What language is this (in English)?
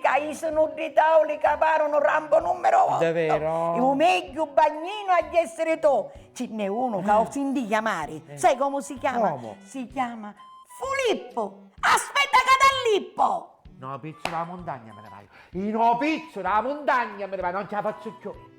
Sicilian